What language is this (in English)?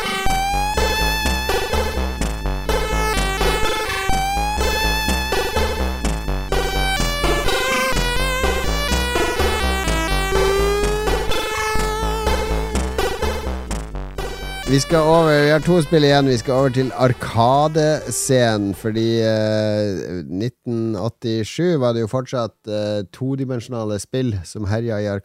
Norwegian